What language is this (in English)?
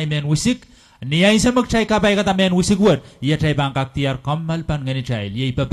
Pohnpeian